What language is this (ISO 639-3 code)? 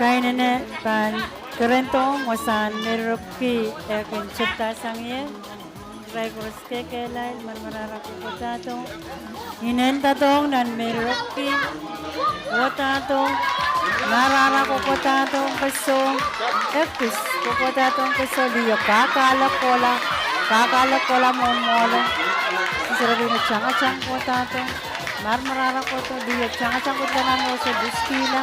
pon